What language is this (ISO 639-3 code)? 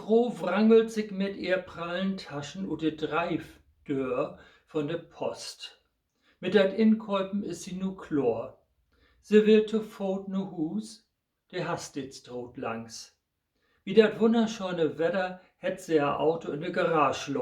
nds